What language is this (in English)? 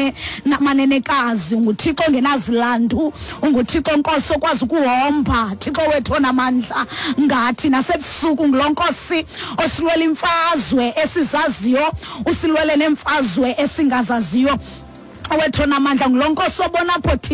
Xhosa